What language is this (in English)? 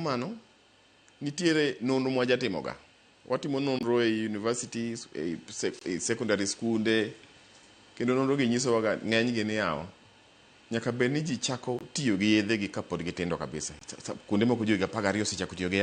Luo (Kenya and Tanzania)